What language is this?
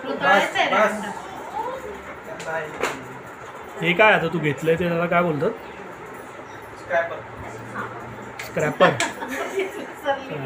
Marathi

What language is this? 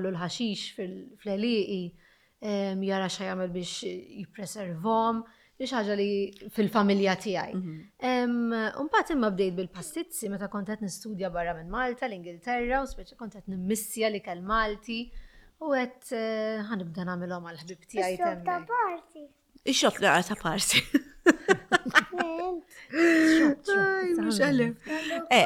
Maltese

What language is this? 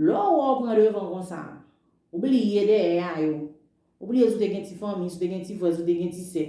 Haitian Creole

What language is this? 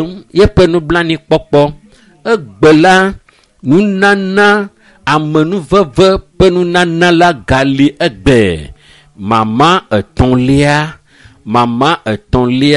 Ewe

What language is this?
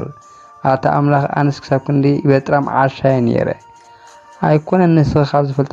Tigrinya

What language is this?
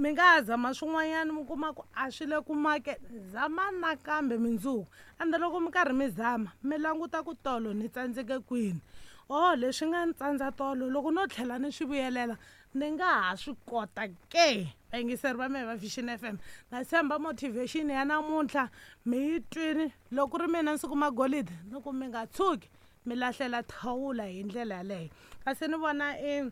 Tsonga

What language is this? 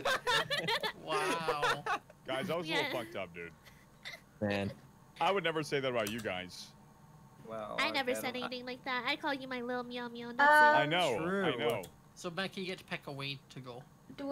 English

